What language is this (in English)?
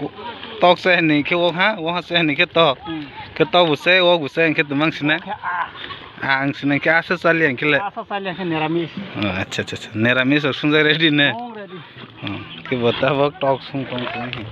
Kok Borok